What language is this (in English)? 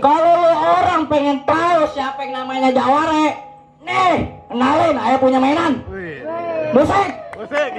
Betawi